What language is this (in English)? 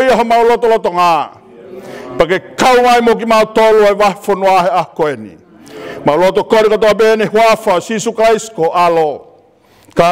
Tongan